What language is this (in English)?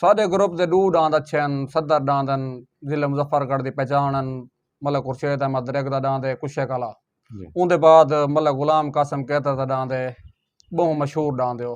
Saraiki